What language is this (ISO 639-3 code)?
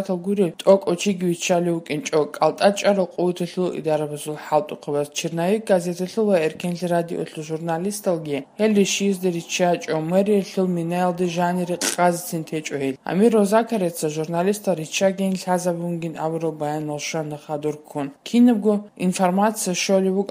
ava